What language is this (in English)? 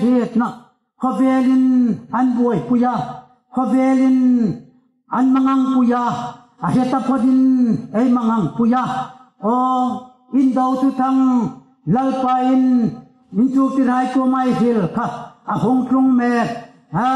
Hmar